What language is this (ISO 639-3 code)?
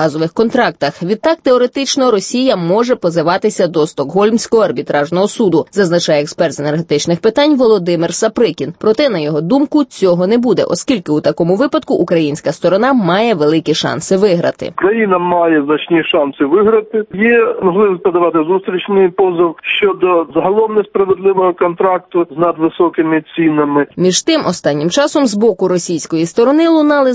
ukr